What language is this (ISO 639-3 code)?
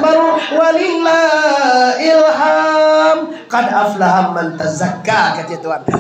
min